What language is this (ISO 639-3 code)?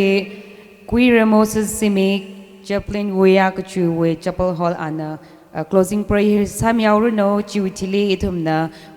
nmf